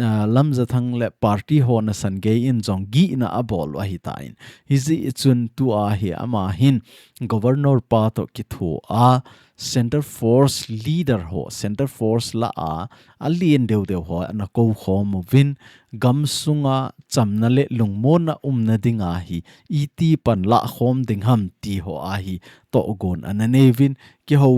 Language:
Thado Chin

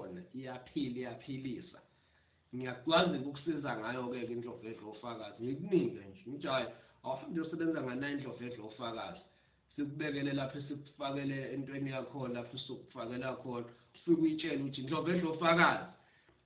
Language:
Zulu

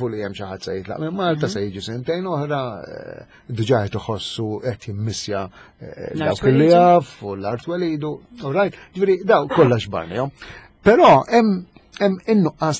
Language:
Maltese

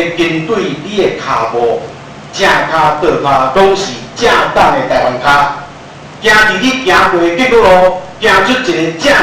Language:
Min Nan Chinese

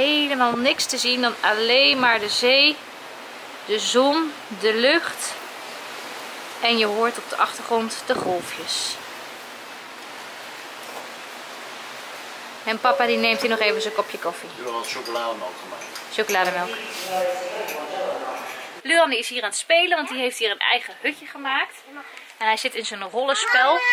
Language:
Dutch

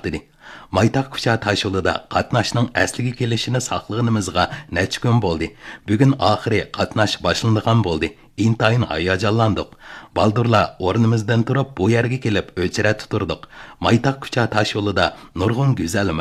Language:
Uyghur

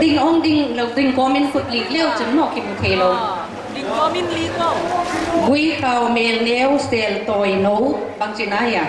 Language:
Paite Chin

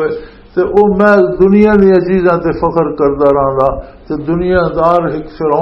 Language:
Western Panjabi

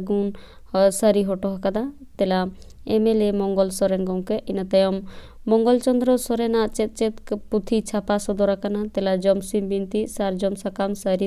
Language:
Santali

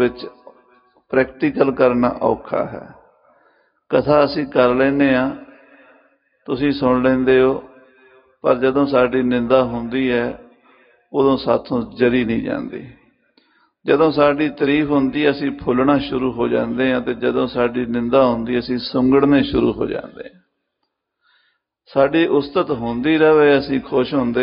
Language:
Punjabi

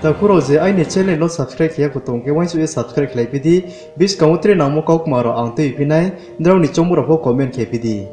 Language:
Riang (India)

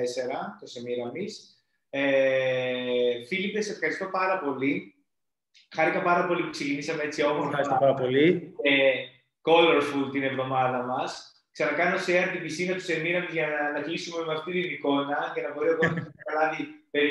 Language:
Greek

